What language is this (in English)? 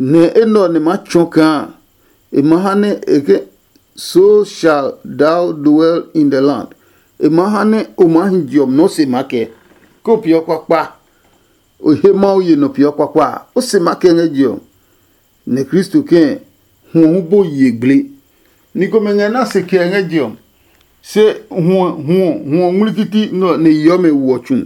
Adangme